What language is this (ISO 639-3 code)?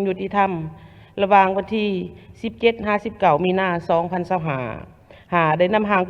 lao